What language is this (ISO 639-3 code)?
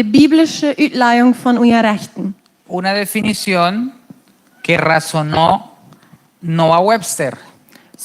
pdt